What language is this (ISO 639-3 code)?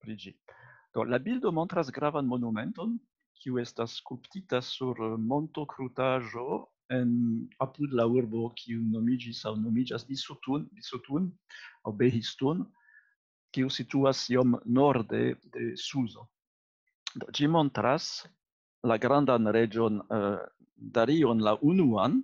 epo